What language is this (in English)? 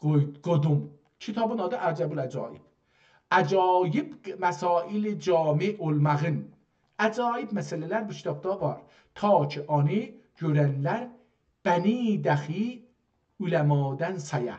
South Azerbaijani